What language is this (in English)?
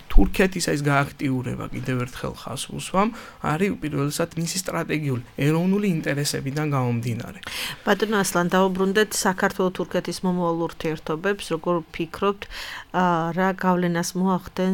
Georgian